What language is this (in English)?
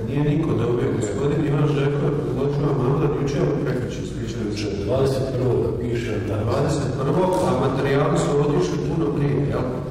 Croatian